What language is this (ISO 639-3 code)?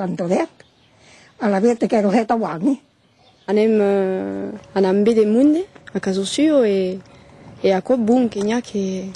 oci